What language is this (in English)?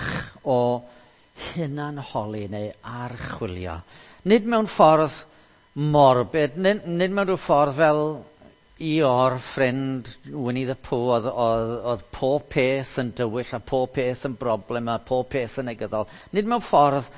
Welsh